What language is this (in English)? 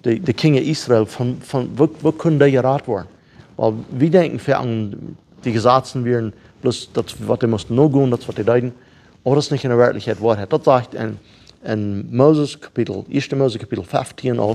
Plautdietsch